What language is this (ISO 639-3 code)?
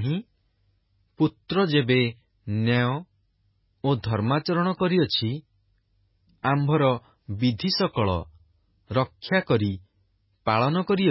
ori